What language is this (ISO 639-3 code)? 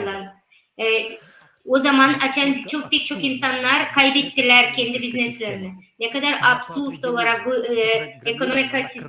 gag